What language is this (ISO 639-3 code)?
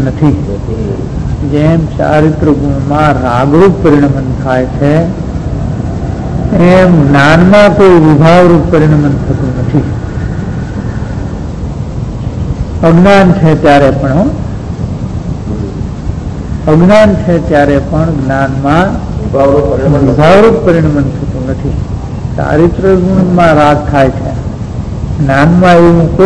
guj